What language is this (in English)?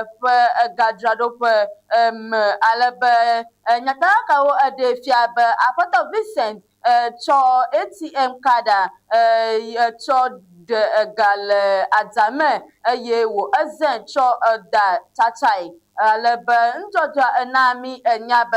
Ewe